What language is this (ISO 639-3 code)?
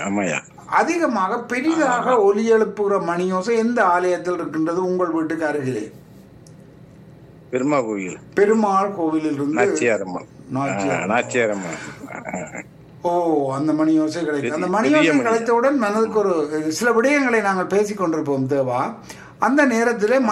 tam